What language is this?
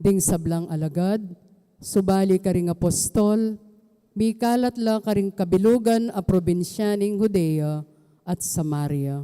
Pampanga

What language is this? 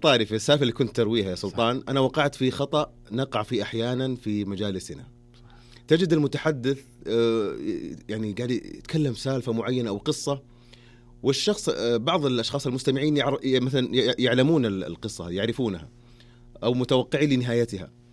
Najdi Arabic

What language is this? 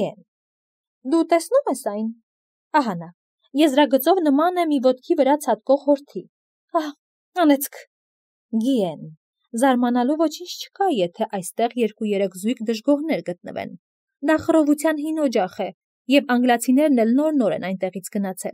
Armenian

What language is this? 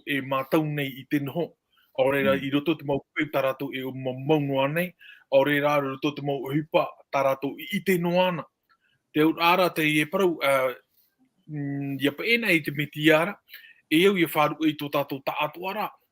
Tahitian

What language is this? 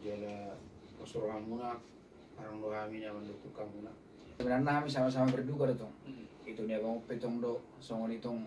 Batak Toba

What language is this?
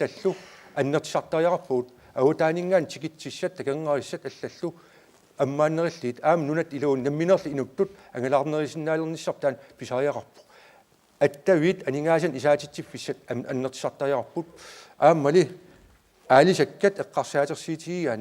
Kalaallisut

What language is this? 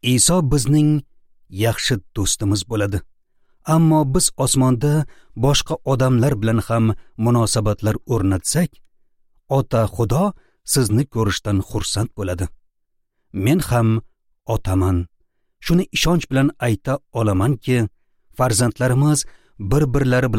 Uzbek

